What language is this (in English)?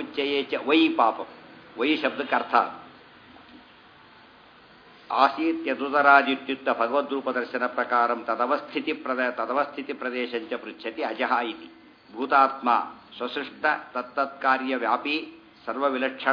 Kannada